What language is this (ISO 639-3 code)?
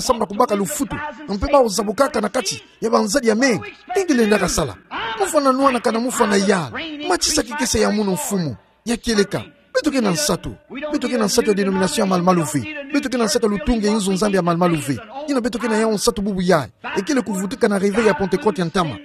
ktu